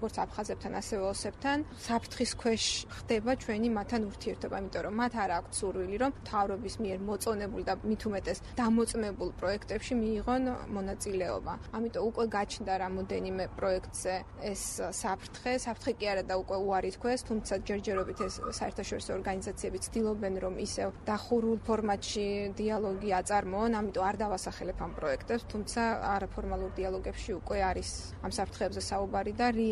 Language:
Georgian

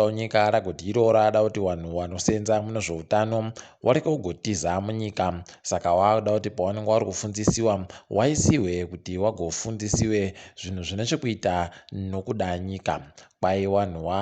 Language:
Ndau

